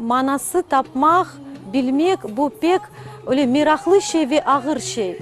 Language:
Crimean Tatar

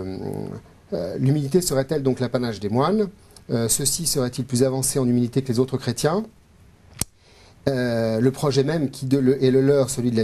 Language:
French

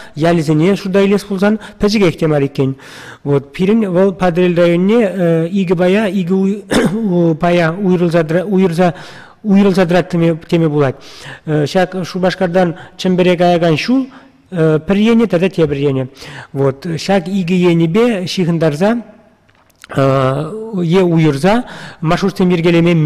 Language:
Chuvash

